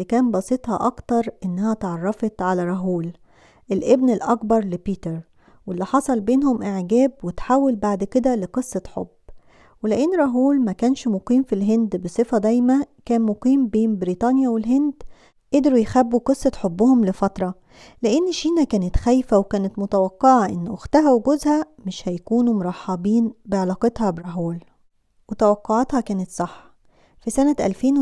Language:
Egyptian Arabic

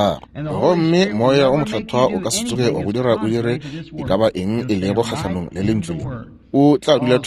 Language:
Northern Sotho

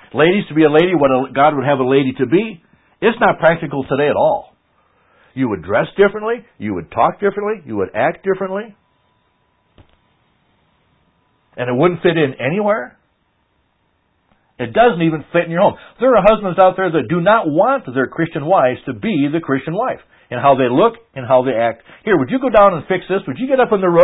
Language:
English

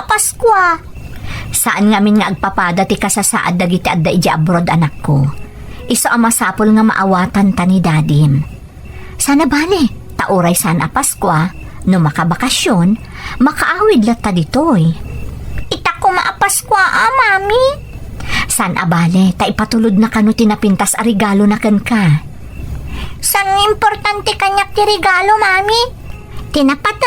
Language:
Iloko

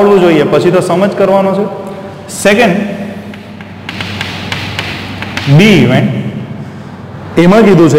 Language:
Gujarati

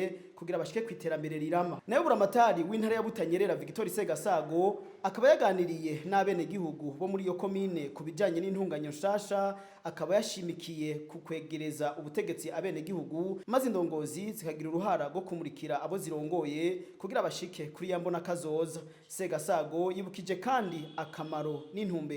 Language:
Rundi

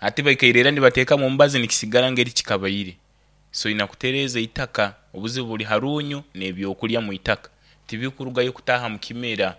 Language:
Nyankole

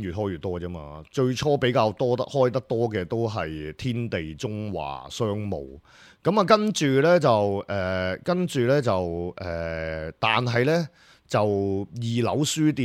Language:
Cantonese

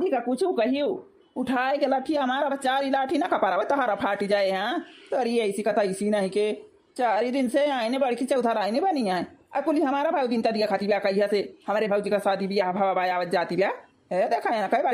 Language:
Awadhi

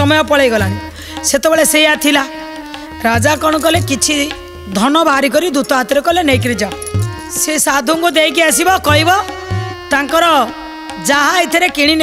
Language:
Odia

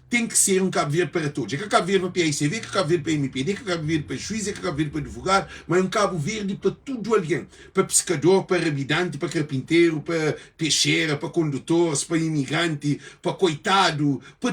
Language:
Kabuverdianu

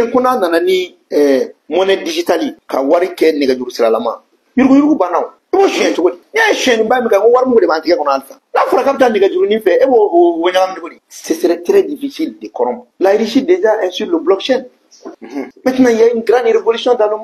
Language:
Bambara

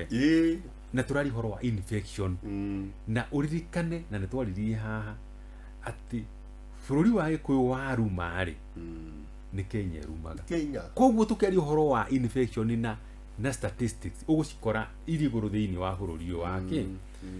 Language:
Kikuyu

